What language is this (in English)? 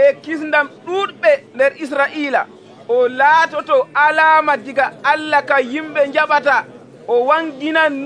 Nigerian Fulfulde